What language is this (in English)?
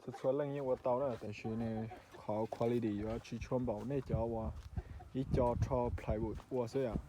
Hmong